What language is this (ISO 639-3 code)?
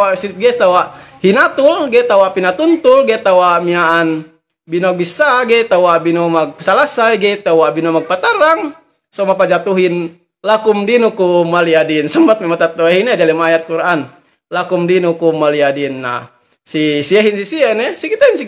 yka